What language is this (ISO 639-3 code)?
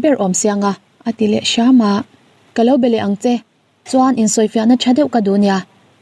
lus